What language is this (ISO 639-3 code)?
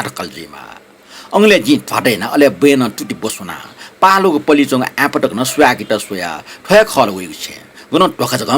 new